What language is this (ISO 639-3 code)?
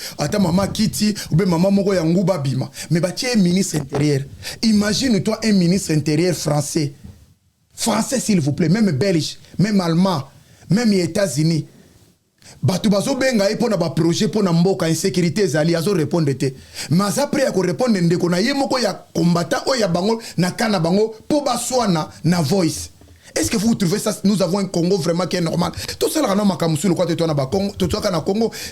lin